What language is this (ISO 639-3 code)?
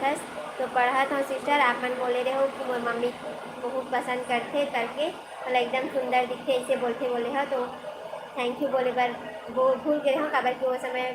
hne